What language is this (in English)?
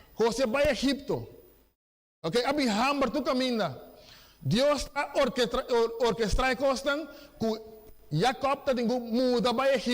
Papiamento